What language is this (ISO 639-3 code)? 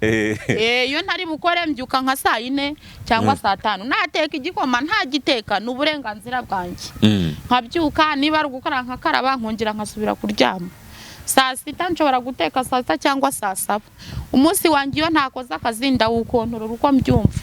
kin